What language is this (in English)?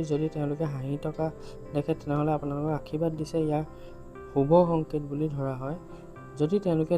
Assamese